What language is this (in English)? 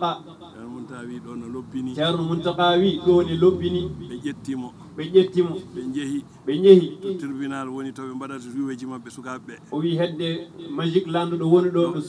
Fula